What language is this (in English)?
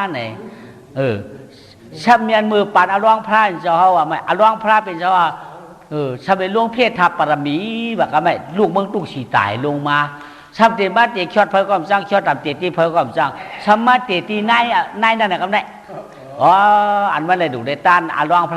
Shan